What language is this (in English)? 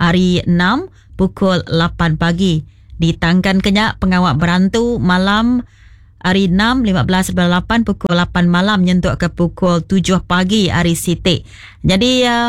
Iban